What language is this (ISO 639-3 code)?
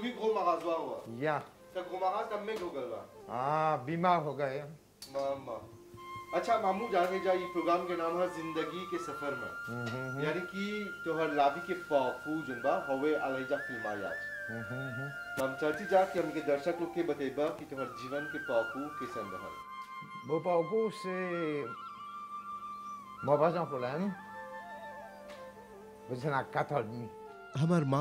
bho